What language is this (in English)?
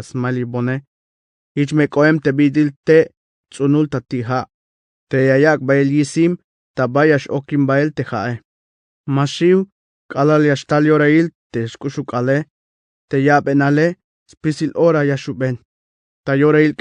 Tzeltal